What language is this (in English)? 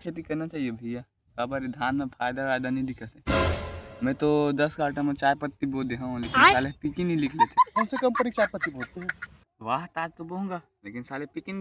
Chhattisgarhi